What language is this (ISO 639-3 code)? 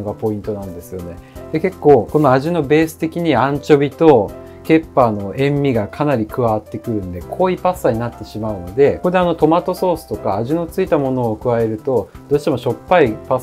jpn